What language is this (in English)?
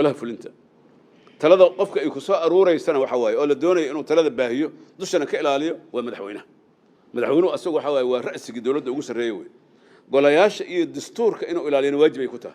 Somali